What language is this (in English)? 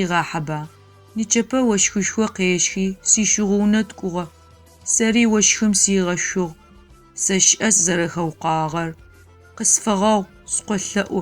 Adyghe